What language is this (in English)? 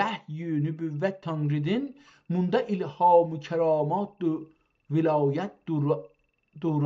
South Azerbaijani